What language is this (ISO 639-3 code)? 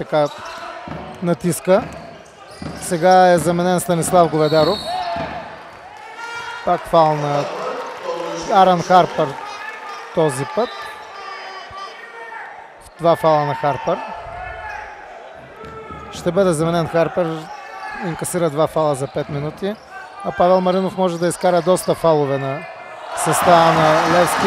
bul